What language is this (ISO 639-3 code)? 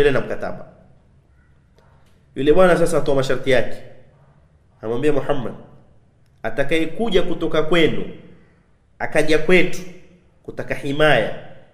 swa